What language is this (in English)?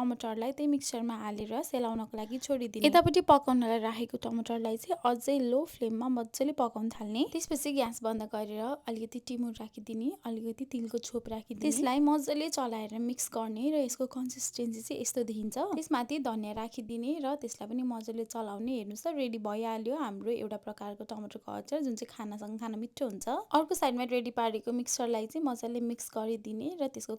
Nepali